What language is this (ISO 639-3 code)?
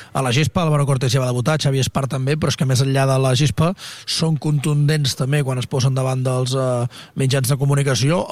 cat